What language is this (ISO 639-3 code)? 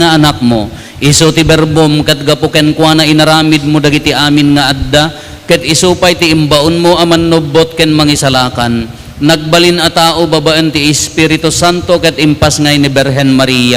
ilo